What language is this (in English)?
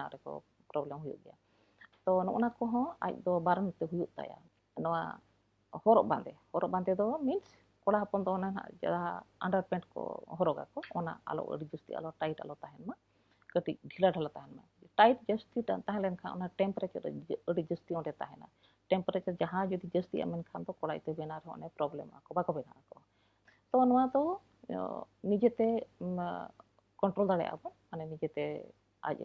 Santali